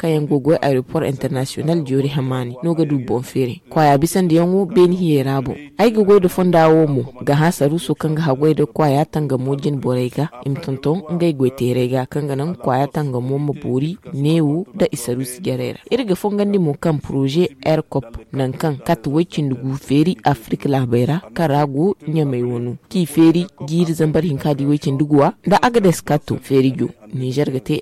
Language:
Zarma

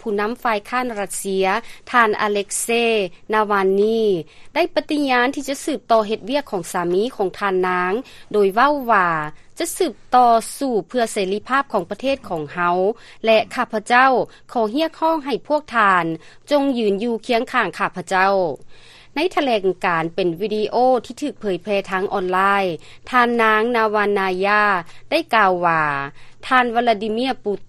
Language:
Lao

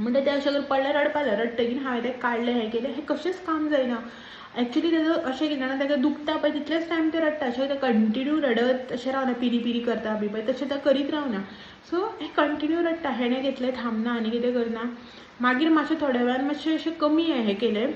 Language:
Konkani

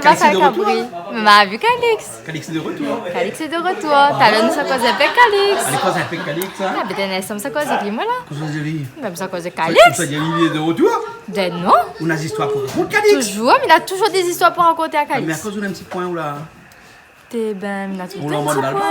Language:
Réunion Creole French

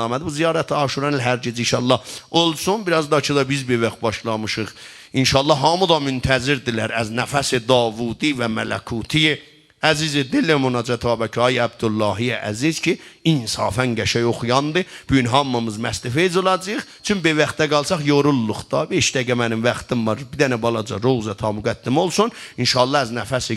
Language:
South Azerbaijani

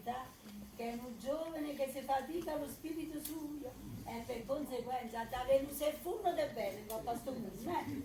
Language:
Neapolitan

